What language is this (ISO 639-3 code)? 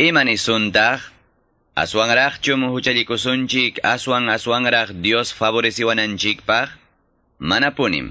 que